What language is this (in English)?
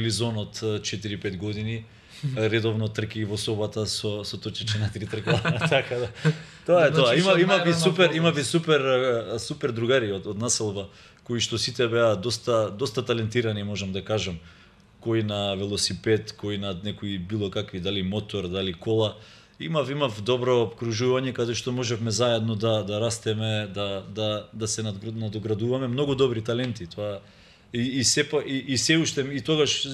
Macedonian